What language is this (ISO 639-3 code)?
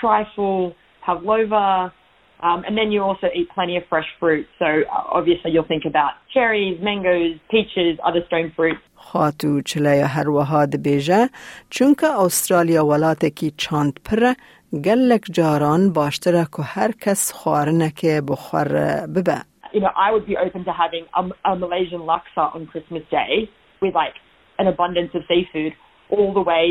kur